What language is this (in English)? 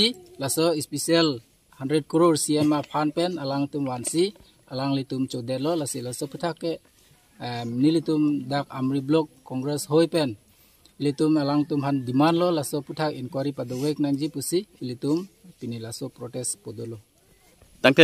Karbi